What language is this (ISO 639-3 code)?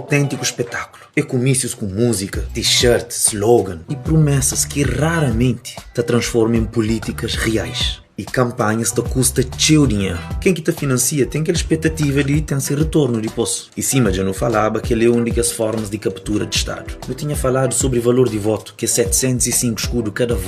kea